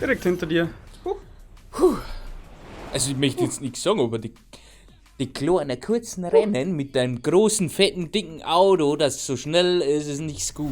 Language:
Bavarian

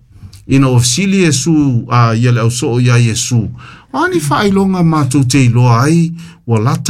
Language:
Samoan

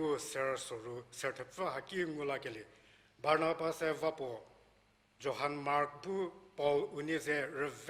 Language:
Angami Naga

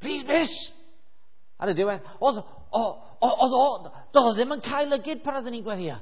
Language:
Welsh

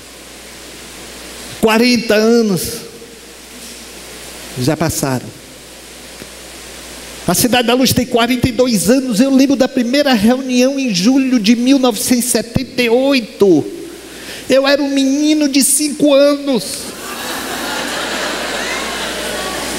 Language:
Portuguese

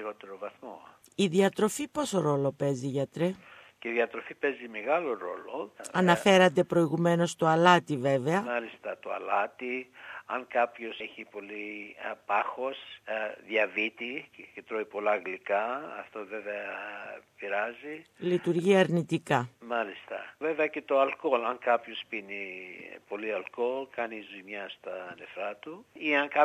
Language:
Greek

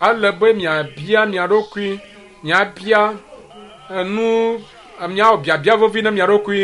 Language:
Ewe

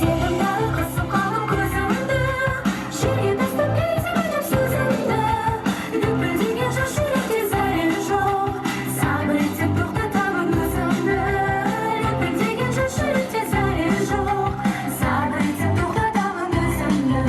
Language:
Kara-Kalpak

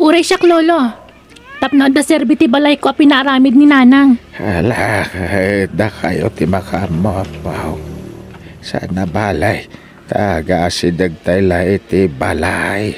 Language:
Iloko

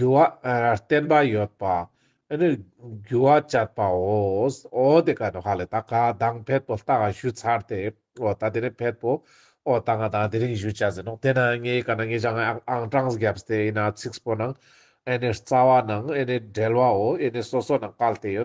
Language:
Ladakhi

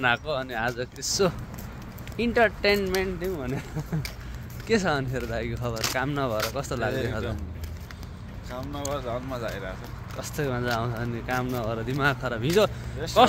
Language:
Nepali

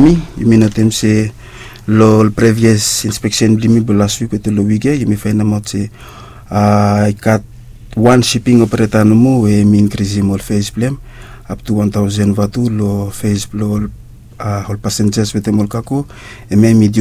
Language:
Bislama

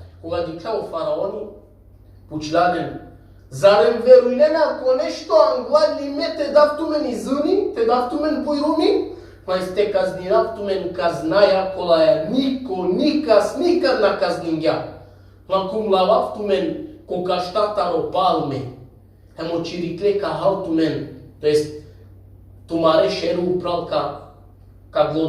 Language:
Balkan Romani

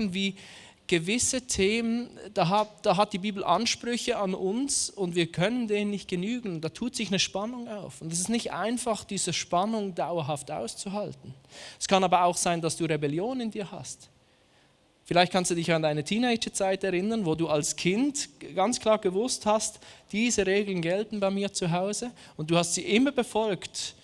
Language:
Swiss German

